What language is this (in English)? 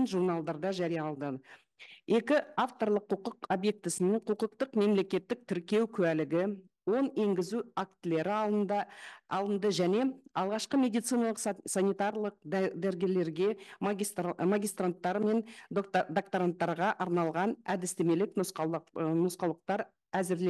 Kazakh